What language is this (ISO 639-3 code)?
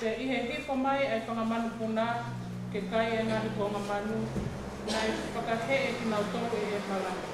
ton